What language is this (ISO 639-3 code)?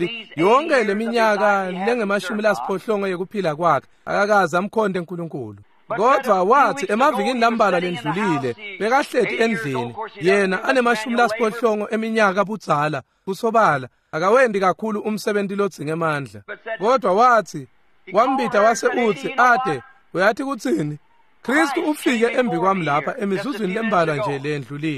ssw